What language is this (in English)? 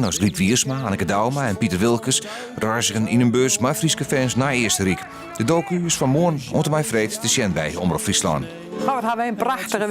Western Frisian